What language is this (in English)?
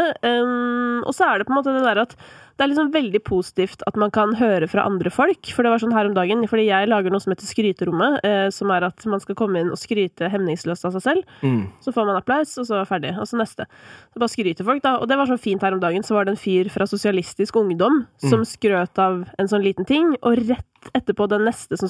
Norwegian